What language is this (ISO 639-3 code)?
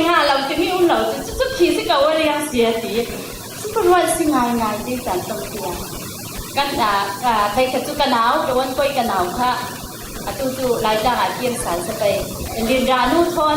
cfm